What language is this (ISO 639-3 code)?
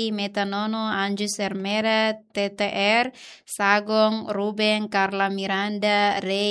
tet